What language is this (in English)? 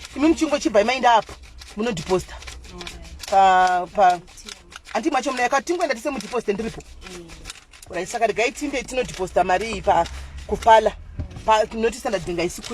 Shona